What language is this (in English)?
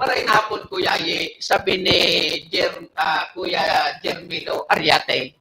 Bikol